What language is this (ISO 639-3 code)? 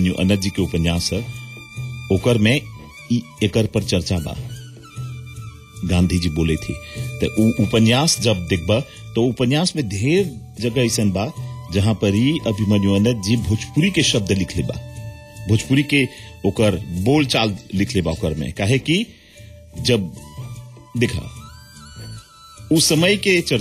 bho